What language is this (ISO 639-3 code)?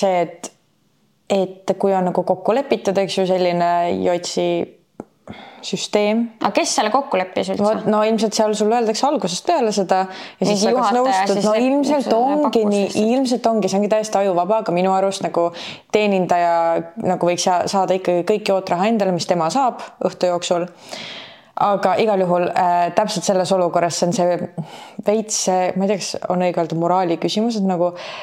est